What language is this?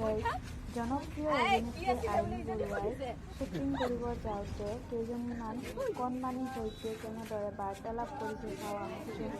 Assamese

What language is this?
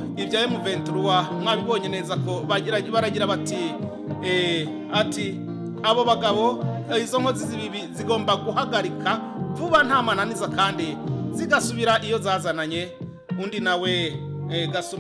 Kinyarwanda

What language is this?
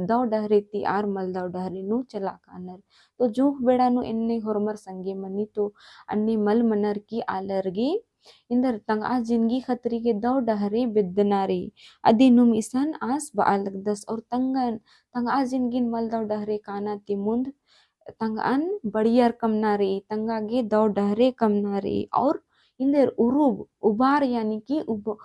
Kurukh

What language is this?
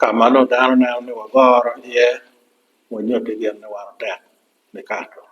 Acoli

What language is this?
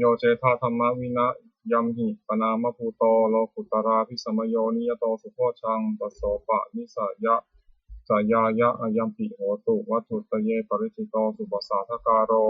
Pali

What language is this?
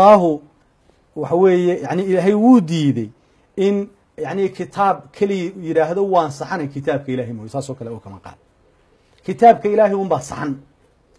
Somali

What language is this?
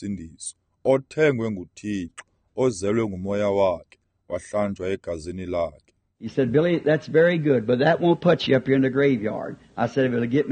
Xhosa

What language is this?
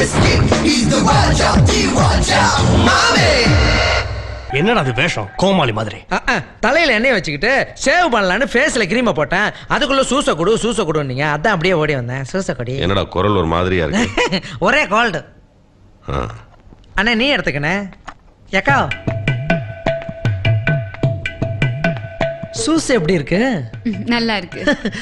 Tamil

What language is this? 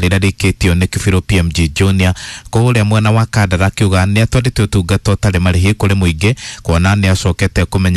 Kikuyu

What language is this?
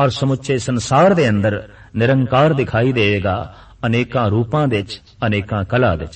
Punjabi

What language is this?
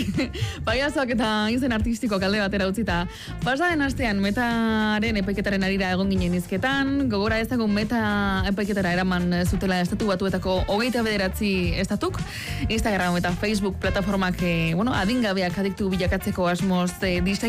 Basque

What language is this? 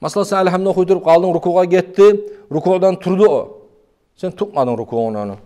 Kumyk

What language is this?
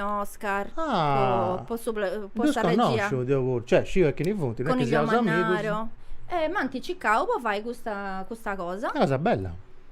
Sardinian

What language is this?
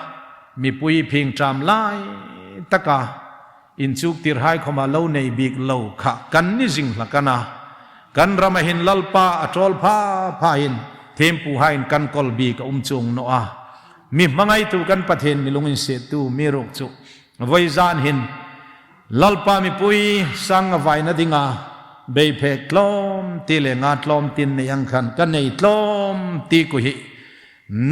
Hmar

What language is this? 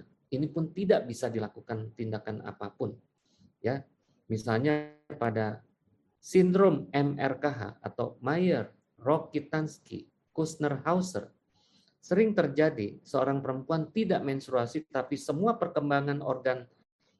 Indonesian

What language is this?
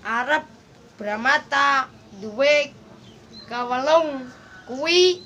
Javanese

